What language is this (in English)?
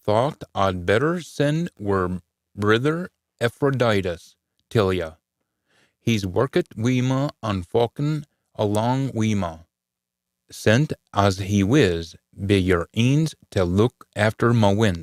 Scots